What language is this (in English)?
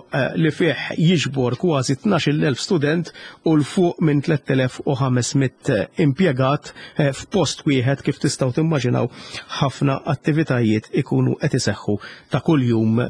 Maltese